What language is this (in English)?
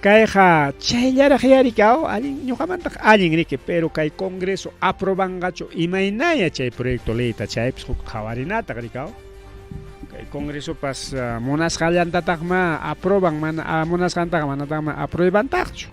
Ayacucho Quechua